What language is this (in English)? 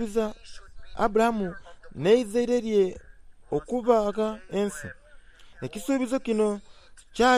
Soga